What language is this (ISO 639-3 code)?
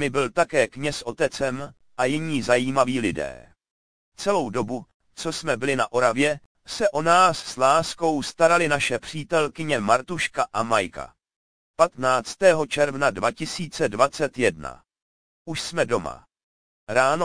ces